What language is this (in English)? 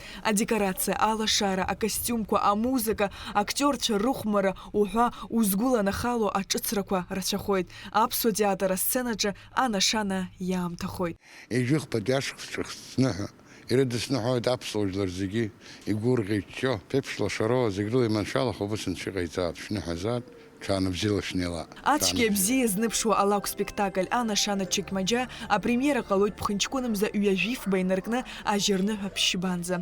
Abkhazian